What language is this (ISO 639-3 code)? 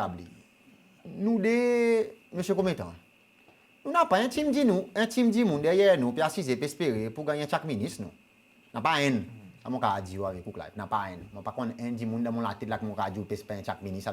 crs